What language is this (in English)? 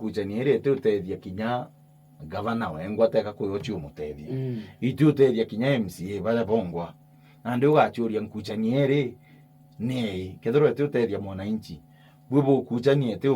Meru